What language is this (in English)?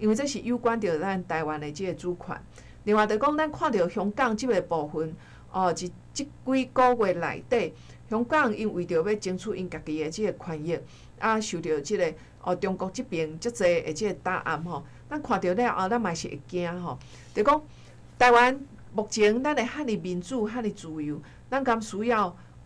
Min Nan Chinese